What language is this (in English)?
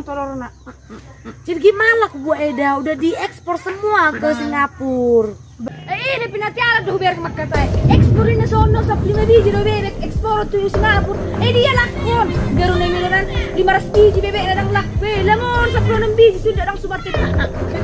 Batak Toba